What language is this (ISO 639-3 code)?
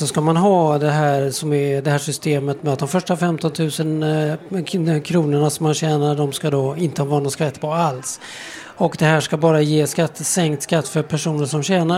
swe